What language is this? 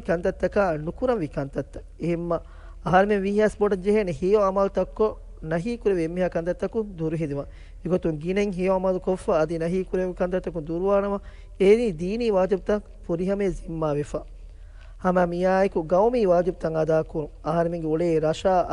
Divehi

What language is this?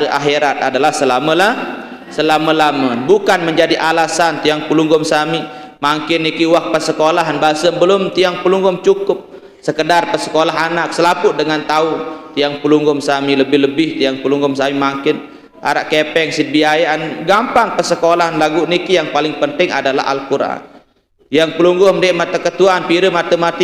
Sasak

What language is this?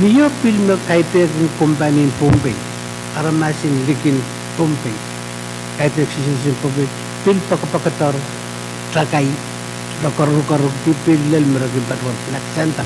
Pohnpeian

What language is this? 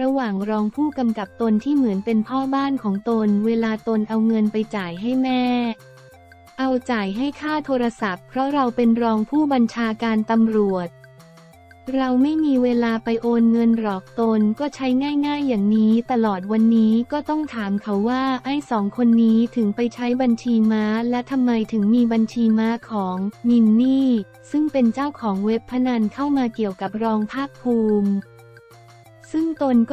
Thai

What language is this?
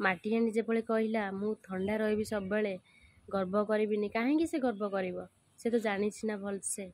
Odia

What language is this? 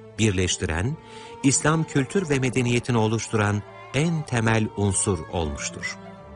Turkish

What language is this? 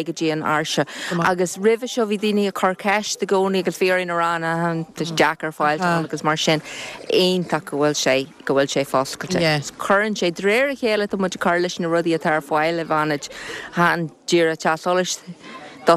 Irish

